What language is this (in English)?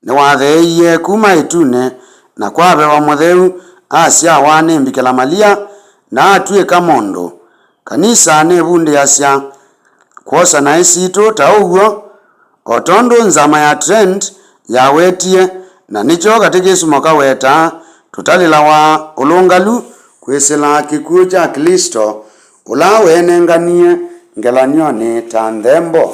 Kamba